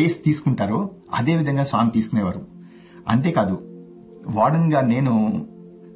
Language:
Telugu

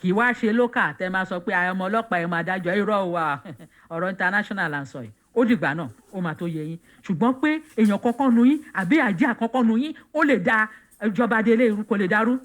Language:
Yoruba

